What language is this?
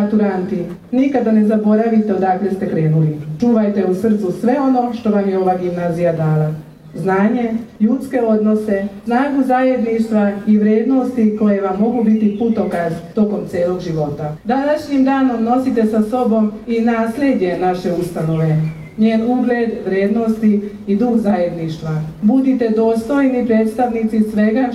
Serbian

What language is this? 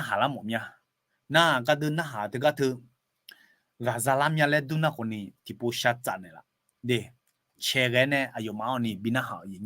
Akha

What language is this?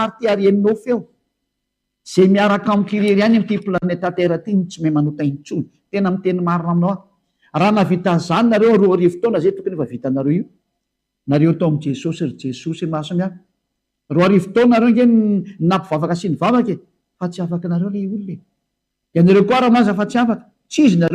Malagasy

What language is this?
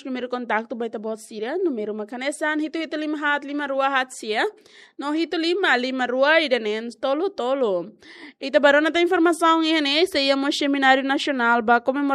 Tetum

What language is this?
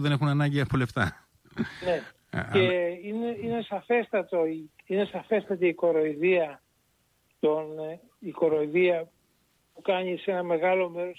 Greek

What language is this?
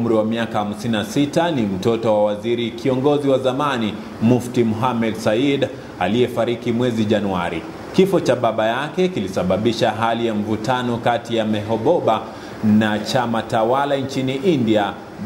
Swahili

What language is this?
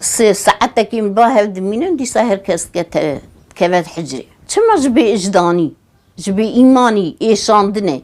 Kurdish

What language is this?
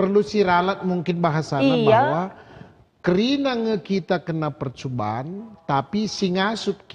Batak Karo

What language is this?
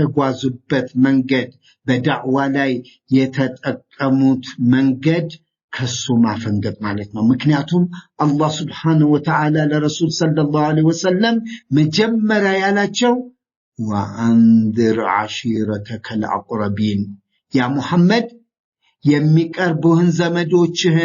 Amharic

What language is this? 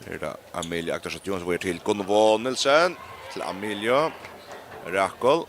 Faroese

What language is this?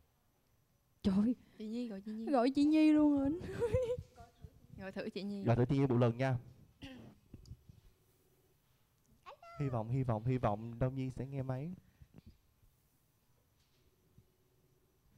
Vietnamese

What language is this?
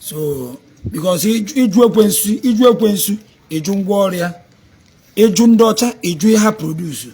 Igbo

